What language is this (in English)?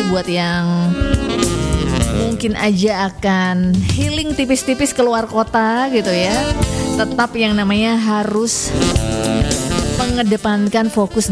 Indonesian